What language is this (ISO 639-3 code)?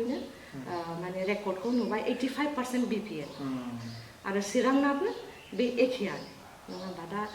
brx